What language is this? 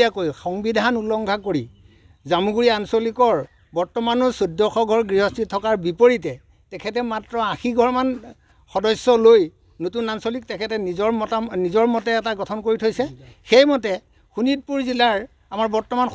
Assamese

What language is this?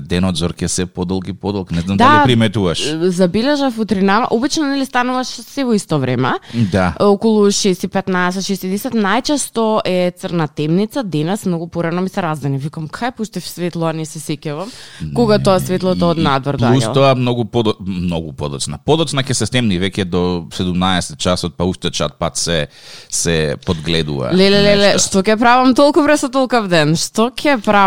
Macedonian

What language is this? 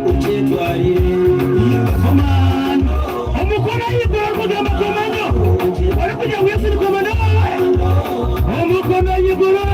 Nyankole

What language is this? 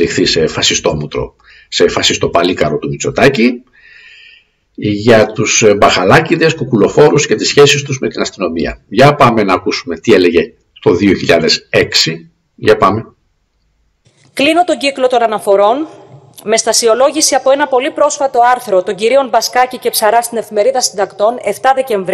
Greek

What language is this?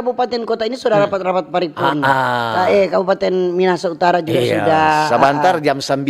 Manado Malay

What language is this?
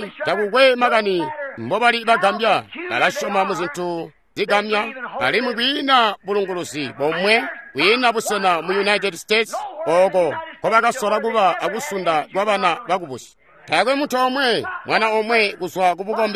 Tonga (Zambia)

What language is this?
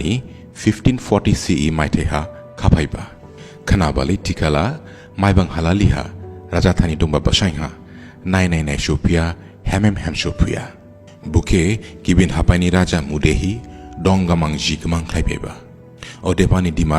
Dimasa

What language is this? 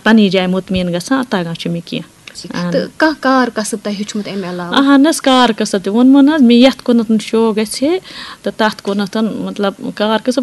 Kashmiri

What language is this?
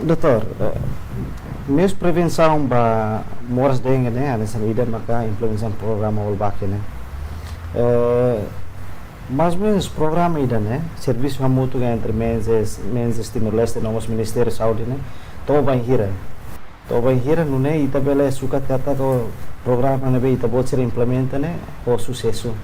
Tetum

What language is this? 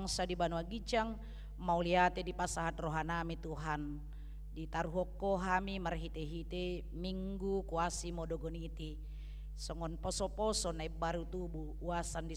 Batak Toba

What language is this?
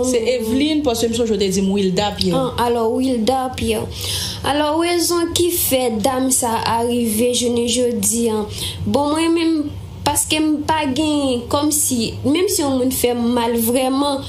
Haitian Creole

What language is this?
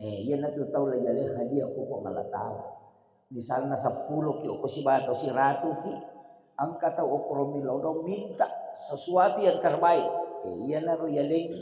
Buginese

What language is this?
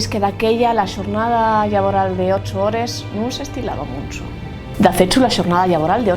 Asturian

